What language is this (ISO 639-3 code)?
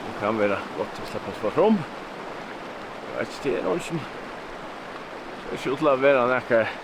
fao